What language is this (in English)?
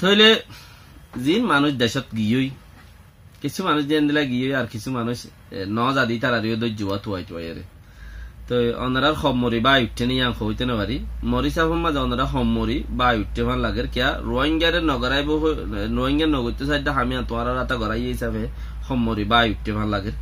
Rohingya